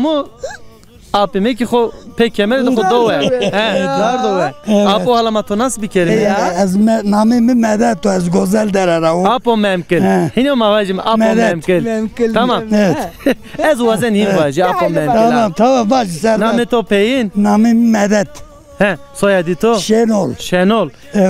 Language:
Zaza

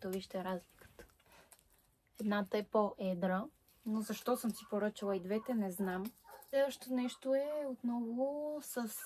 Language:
Bulgarian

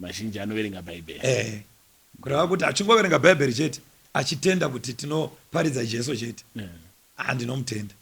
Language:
Shona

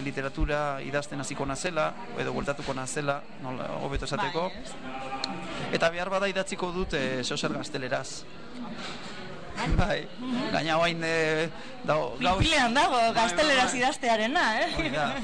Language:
Basque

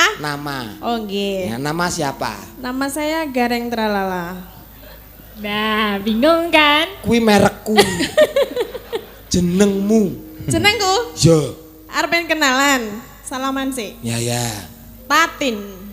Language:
Javanese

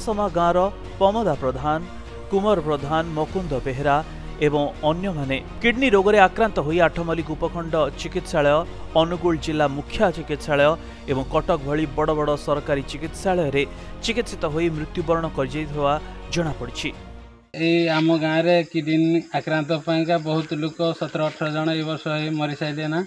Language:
Odia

